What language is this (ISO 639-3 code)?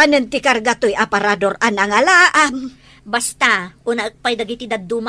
ilo